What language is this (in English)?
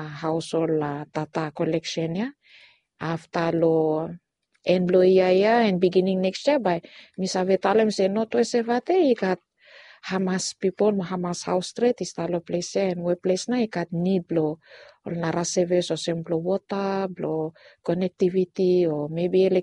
Bislama